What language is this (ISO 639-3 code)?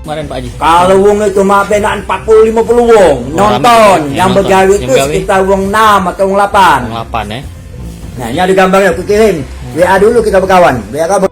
mui